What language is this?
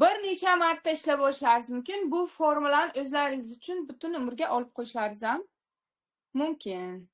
Uzbek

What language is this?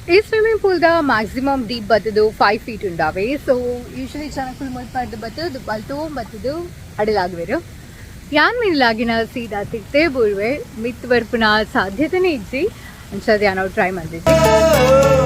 Tulu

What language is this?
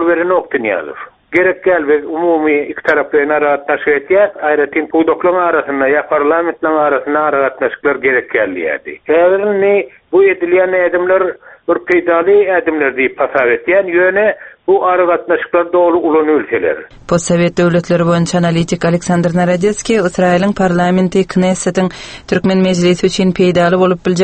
Turkmen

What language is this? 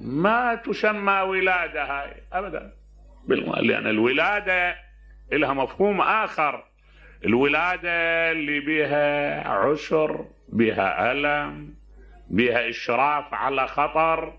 Mesopotamian Arabic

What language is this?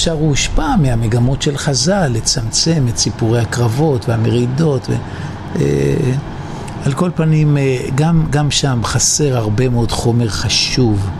Hebrew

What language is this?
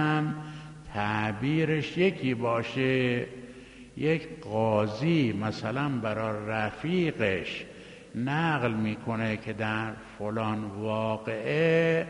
Persian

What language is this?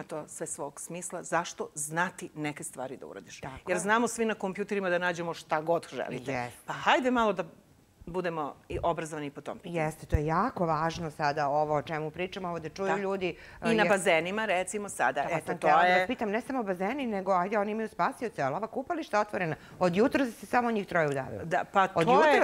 Serbian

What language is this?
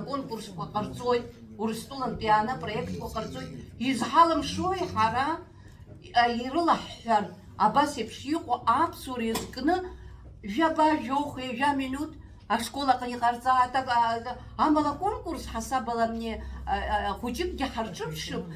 Abkhazian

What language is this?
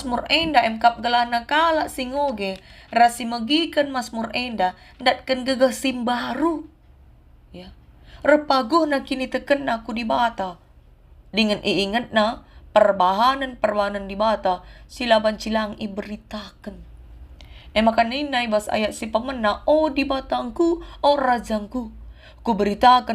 Batak Karo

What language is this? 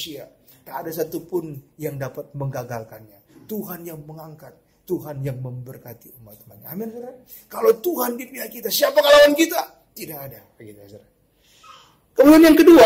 Indonesian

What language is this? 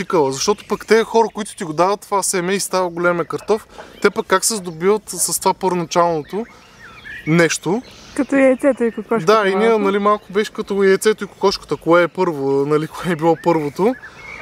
Bulgarian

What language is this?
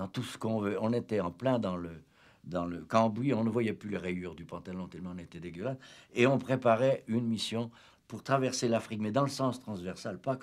French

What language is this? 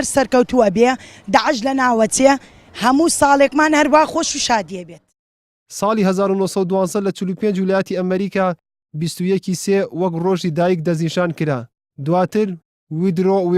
Central Kurdish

